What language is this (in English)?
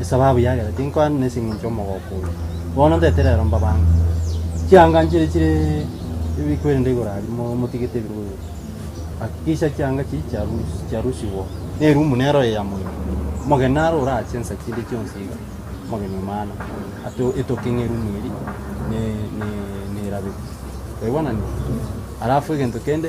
Gusii